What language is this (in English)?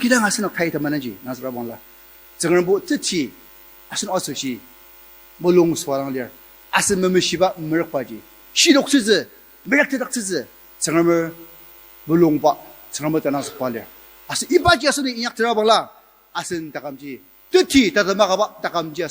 Ao Naga